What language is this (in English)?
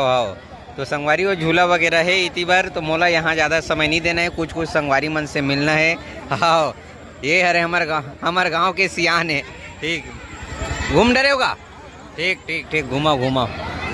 Chhattisgarhi